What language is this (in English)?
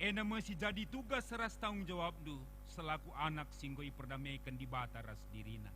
Batak Karo